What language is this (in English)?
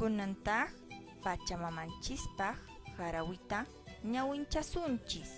Quechua